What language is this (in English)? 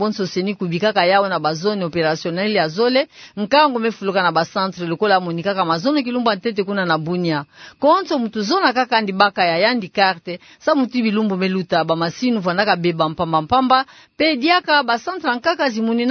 Kituba (Democratic Republic of Congo)